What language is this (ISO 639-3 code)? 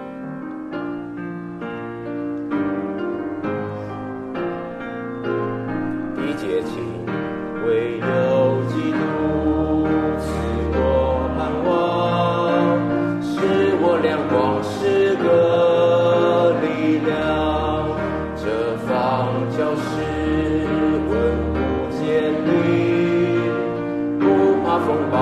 zho